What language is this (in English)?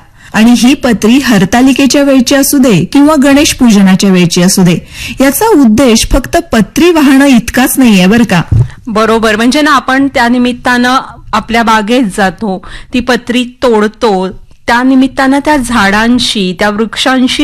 Marathi